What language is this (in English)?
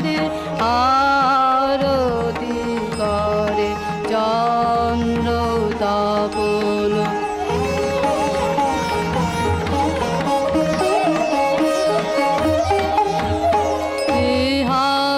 Bangla